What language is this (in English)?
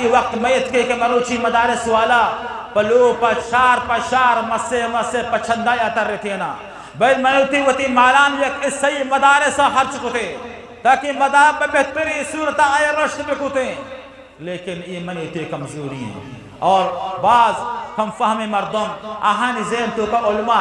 Eastern Balochi